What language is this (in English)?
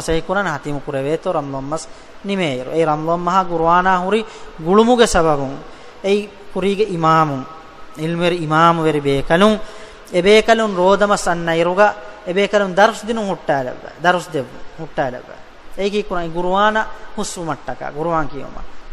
Divehi